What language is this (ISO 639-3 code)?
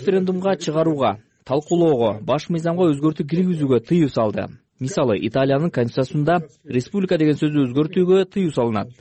kir